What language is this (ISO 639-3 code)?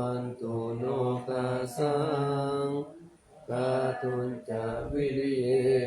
pli